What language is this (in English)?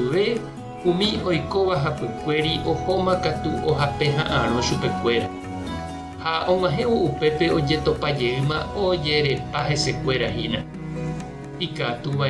Guarani